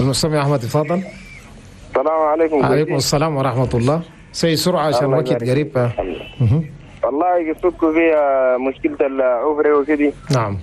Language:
Chadian Arabic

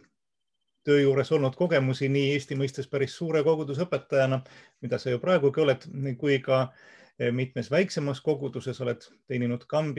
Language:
Estonian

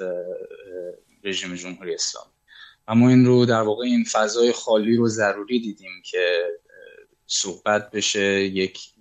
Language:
Persian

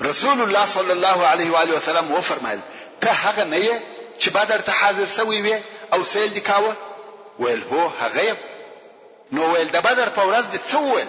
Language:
Pashto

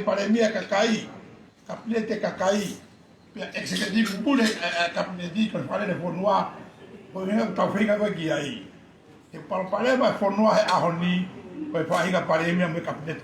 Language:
Tongan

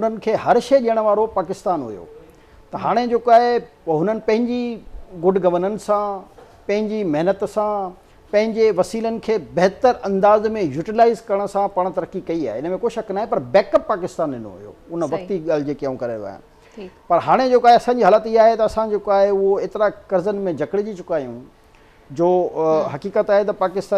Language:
Sindhi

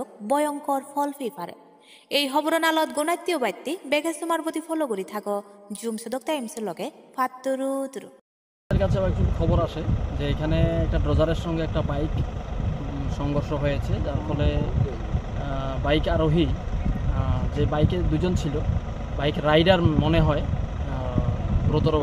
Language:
Chakma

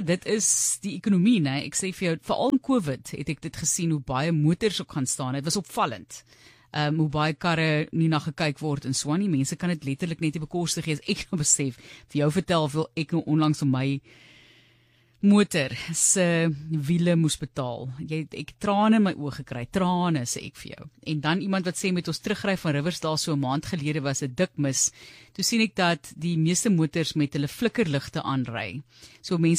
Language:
Afrikaans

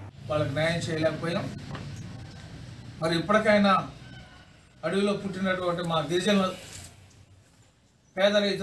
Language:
Telugu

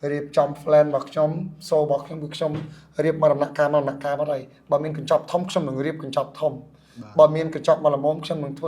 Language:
Khmer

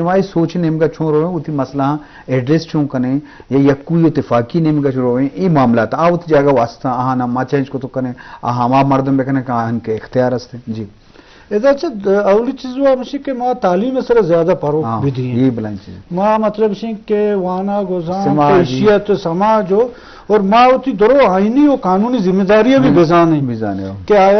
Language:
Eastern Balochi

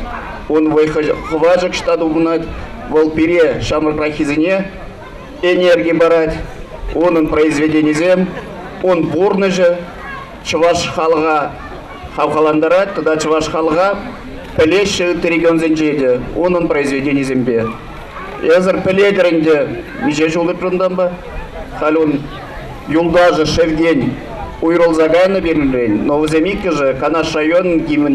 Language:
Chuvash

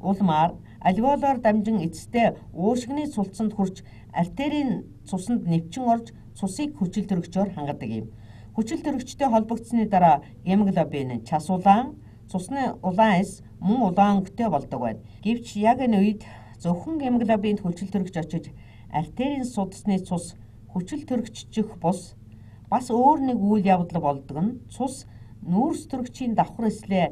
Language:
Mongolian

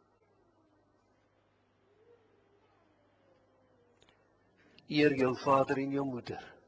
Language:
Afrikaans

